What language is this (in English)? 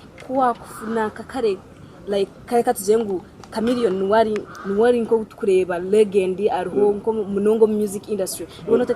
Nyankole